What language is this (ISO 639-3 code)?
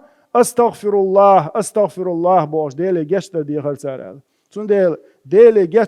che